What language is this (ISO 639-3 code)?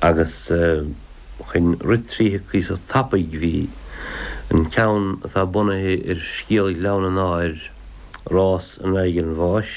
gle